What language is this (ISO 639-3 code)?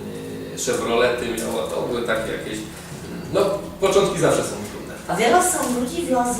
szl